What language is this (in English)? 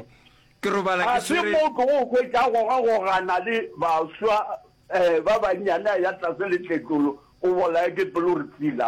Northern Sotho